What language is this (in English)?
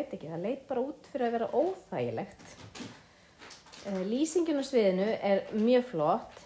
Icelandic